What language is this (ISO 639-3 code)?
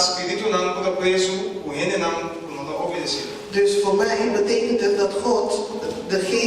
pap